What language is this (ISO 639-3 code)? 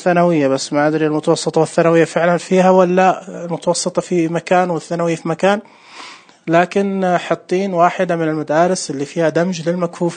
ars